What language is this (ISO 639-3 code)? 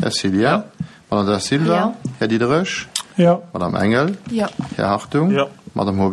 ltz